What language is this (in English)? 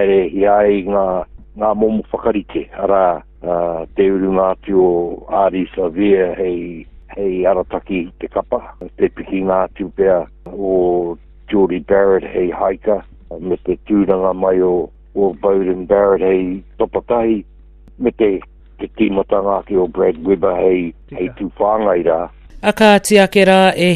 Māori